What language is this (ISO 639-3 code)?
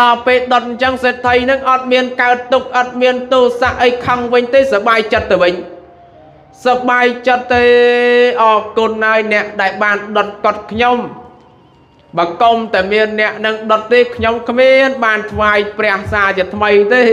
khm